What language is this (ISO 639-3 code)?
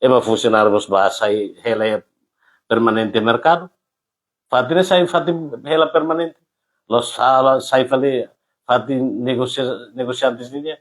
tet